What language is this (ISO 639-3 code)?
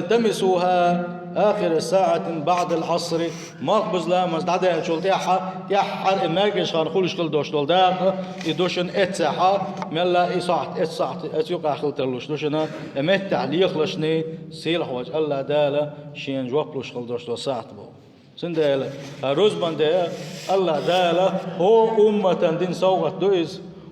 che